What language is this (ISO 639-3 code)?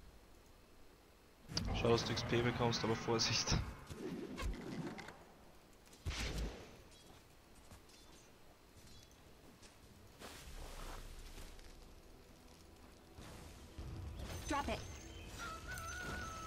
deu